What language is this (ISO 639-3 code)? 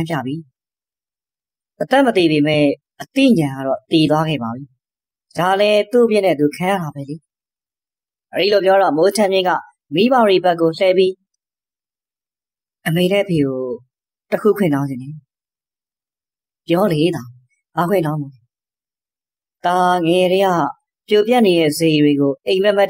mya